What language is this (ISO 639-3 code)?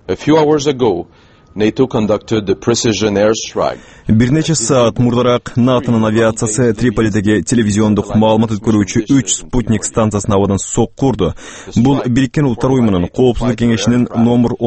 kir